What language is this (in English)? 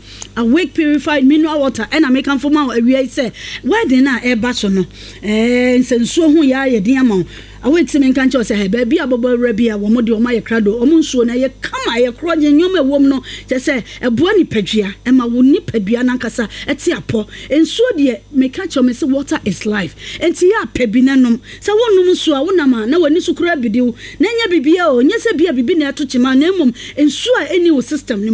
Akan